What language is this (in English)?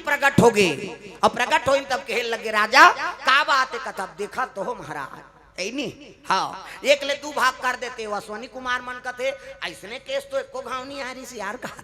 Chhattisgarhi